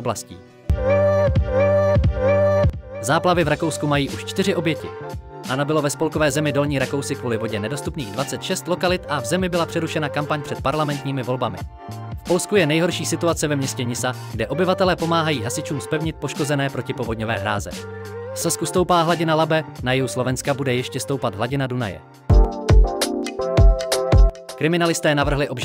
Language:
Czech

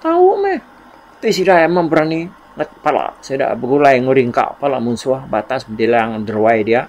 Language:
Iban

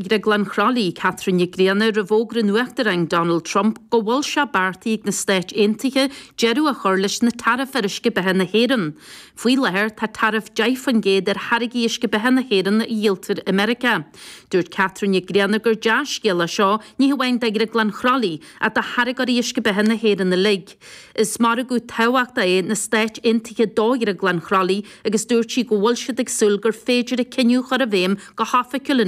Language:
Irish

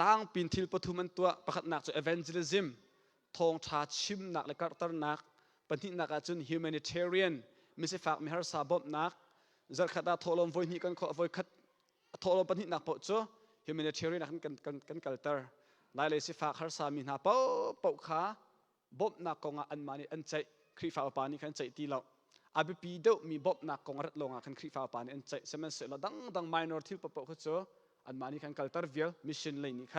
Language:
Hakha Chin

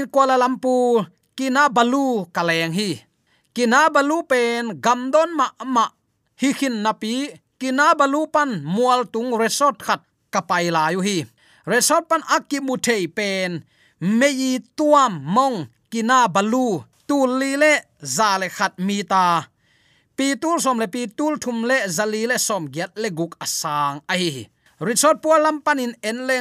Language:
Tedim Chin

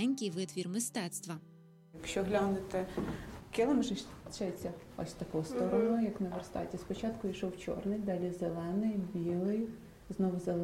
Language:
Ukrainian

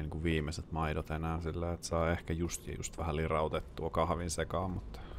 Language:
Finnish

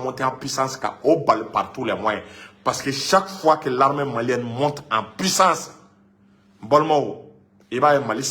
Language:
Bambara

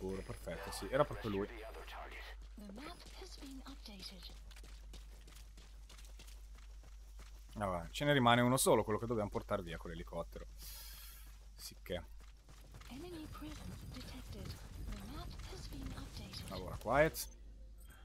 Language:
Italian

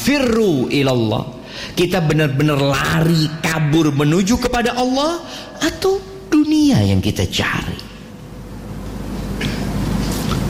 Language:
Indonesian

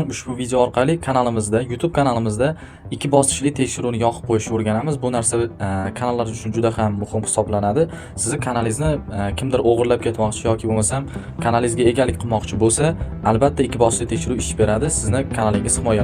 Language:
Uzbek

